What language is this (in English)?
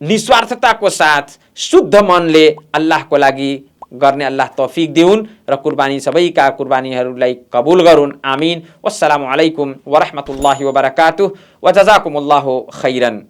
Nepali